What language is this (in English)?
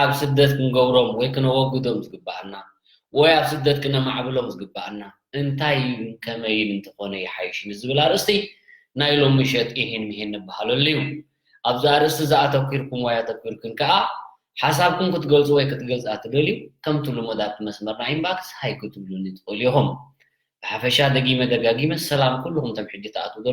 Tigrinya